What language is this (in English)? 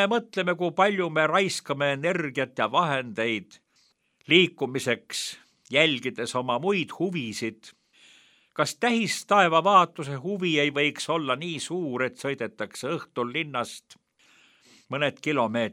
Estonian